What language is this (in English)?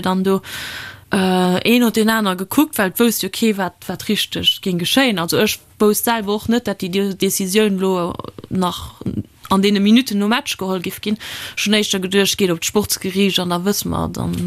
Luxembourgish